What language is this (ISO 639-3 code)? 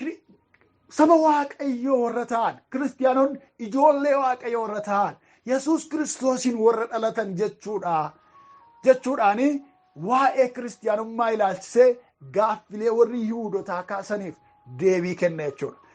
orm